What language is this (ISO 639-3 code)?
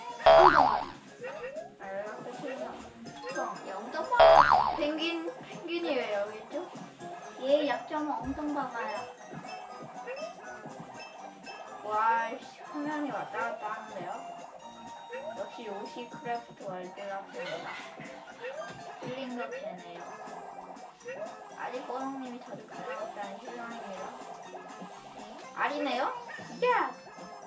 kor